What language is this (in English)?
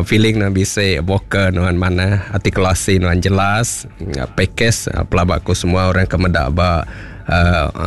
Iban